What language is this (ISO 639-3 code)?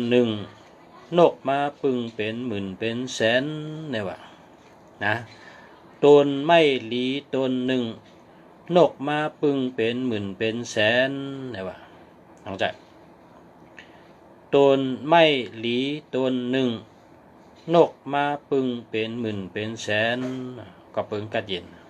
shn